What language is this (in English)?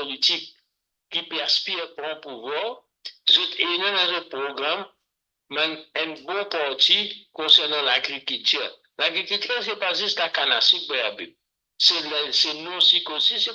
Morisyen